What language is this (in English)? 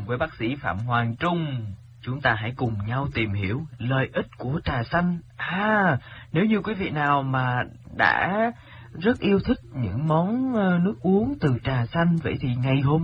Vietnamese